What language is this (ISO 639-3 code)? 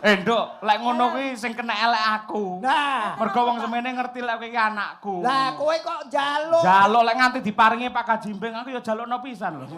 jav